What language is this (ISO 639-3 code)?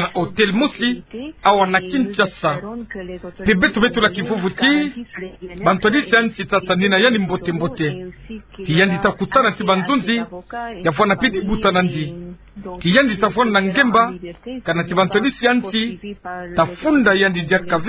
ktu